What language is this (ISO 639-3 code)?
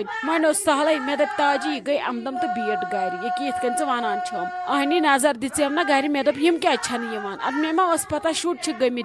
kas